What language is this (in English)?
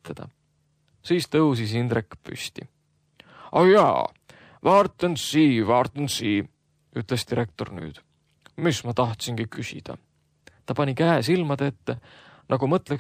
Estonian